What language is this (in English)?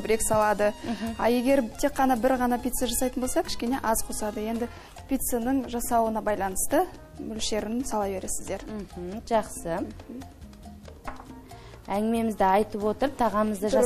Kazakh